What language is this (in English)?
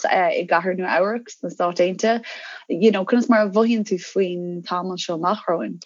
Irish